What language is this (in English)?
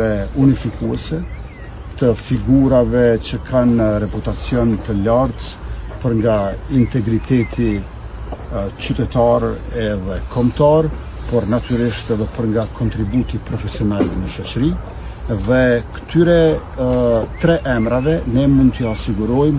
Albanian